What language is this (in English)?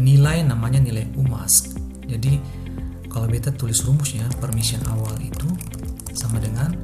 Ambonese Malay